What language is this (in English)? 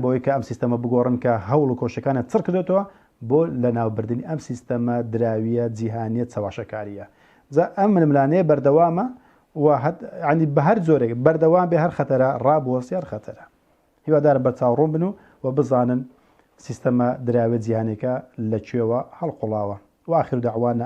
Central Kurdish